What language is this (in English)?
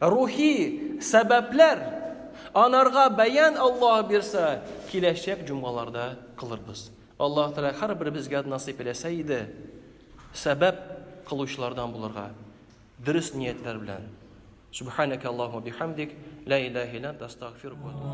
Tatar